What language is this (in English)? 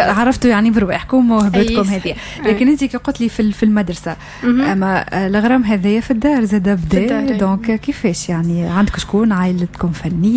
Tunisian Arabic